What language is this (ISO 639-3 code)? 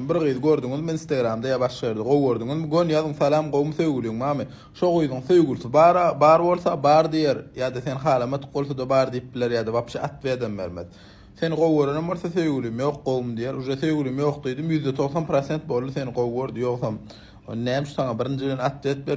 tuk